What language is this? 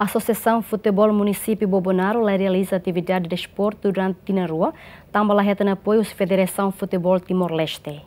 Tetum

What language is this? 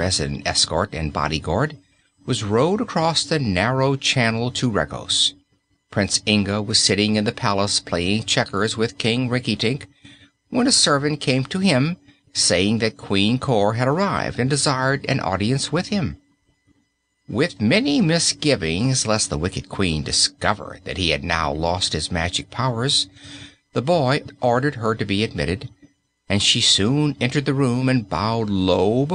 English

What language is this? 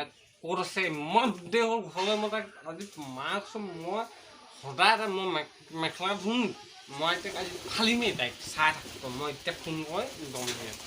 Assamese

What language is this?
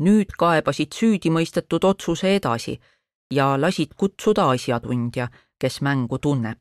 Estonian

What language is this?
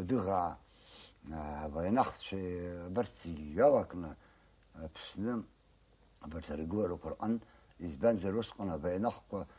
Abkhazian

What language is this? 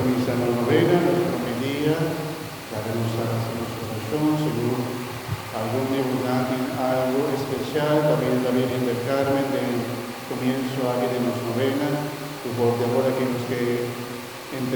Papiamento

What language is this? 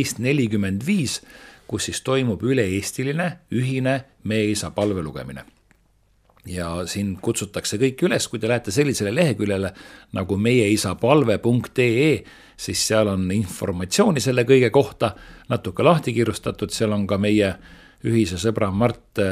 Estonian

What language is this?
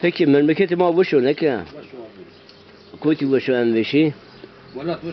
Zaza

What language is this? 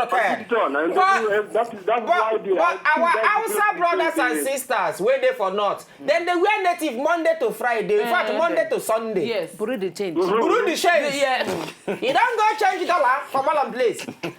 Nigerian Pidgin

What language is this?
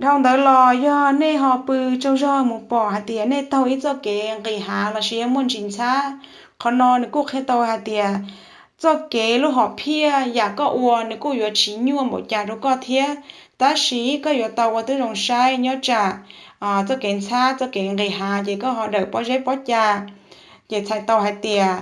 Hmong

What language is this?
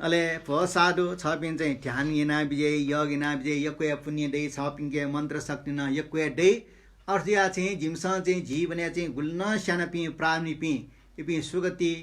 Newari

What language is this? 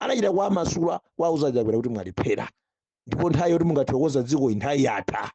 Nyanja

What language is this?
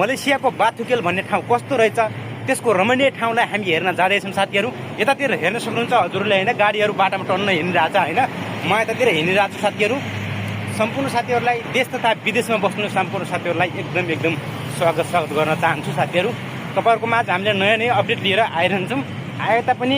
Nepali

